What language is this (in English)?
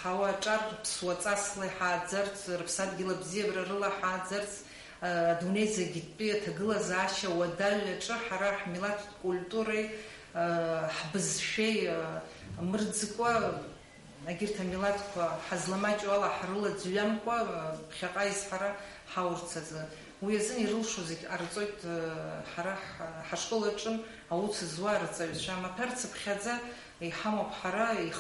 Abkhazian